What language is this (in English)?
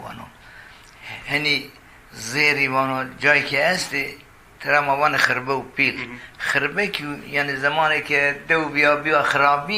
Zaza